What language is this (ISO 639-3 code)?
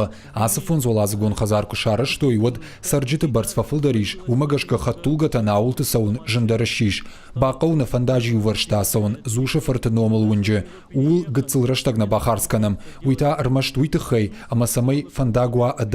oss